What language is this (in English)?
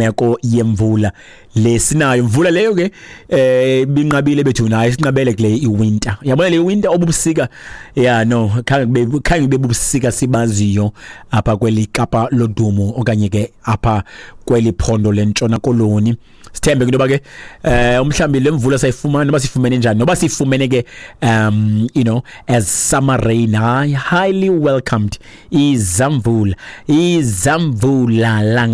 Xhosa